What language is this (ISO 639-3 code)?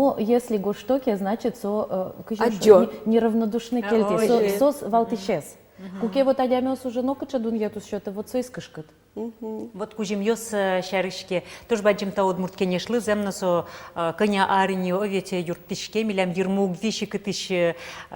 udm